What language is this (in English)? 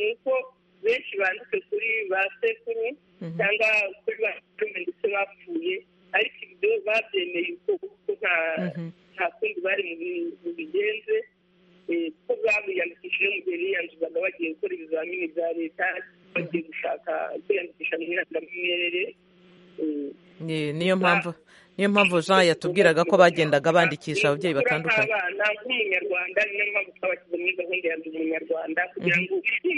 Kinyarwanda